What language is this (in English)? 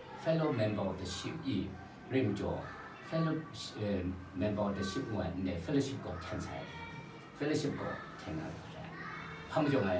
Kachin